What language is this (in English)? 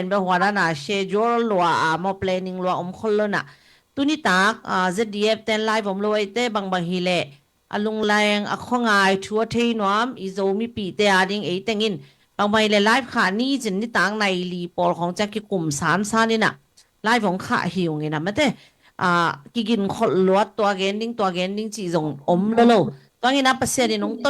Tedim Chin